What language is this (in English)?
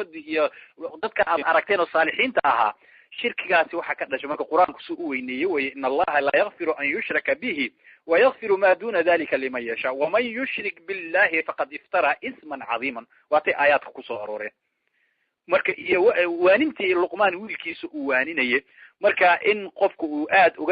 Somali